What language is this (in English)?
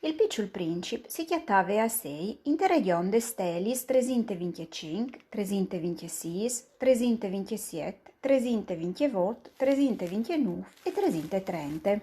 Friulian